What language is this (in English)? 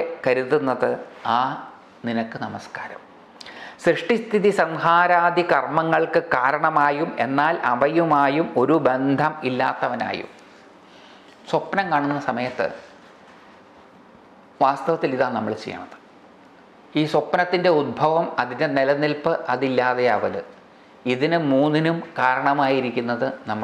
Malayalam